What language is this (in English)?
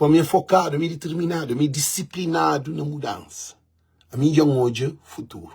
Kabuverdianu